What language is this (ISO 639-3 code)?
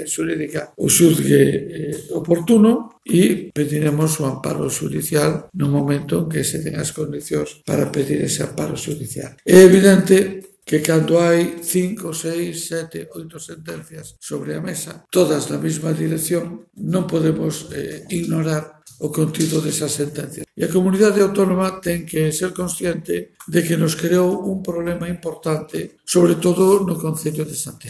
glg